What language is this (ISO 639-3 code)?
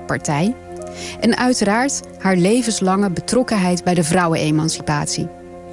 nld